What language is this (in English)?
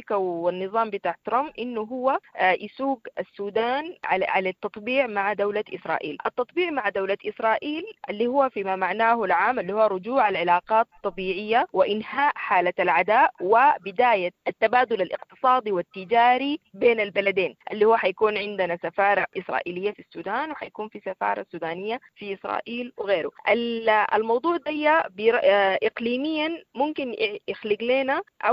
Sudanese Arabic